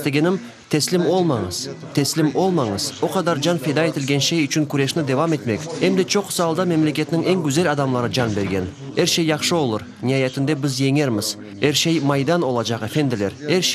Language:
Crimean Tatar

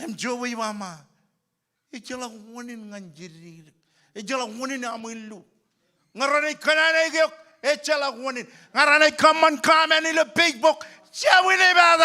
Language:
Marshallese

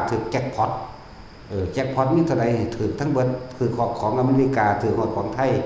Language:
Northeastern Thai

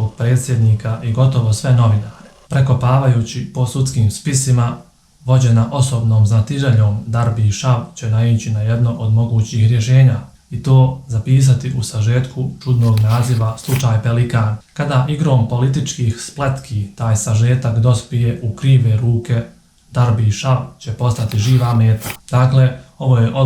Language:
Bosnian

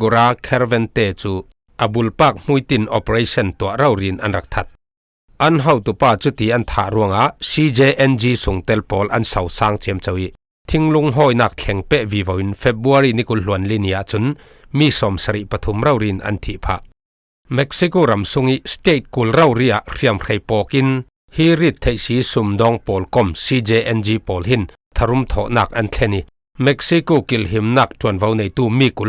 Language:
Falam Chin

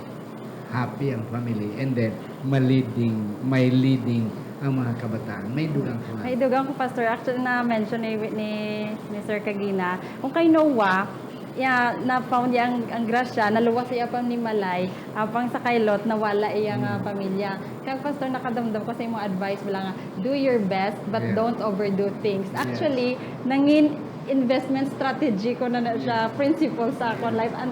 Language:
Hiligaynon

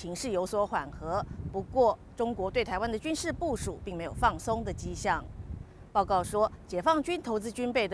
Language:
Chinese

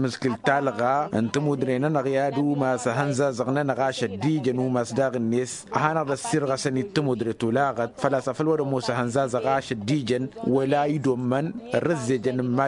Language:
Tamasheq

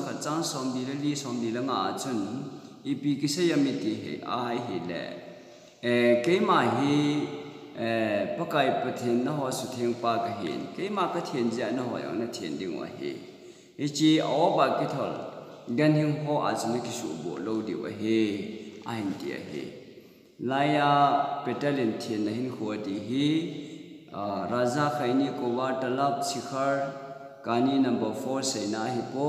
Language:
Thado Chin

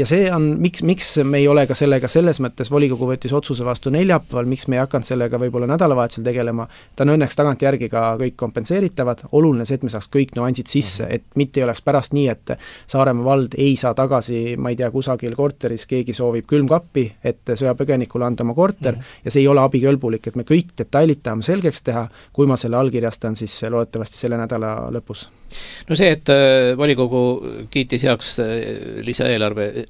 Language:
Estonian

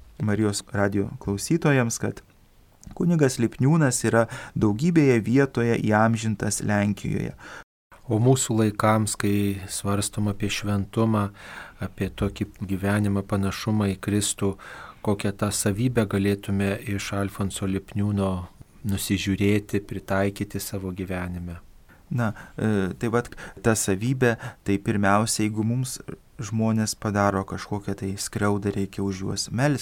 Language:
Lithuanian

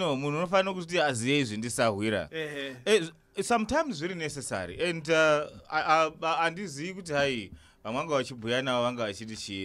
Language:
Shona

